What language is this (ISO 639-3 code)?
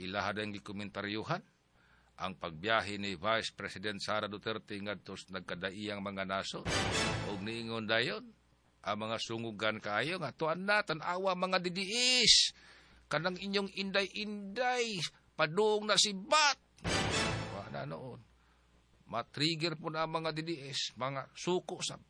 ceb